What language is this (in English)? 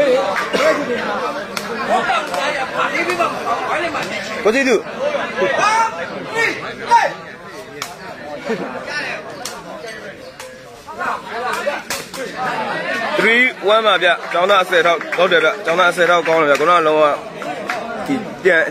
Burmese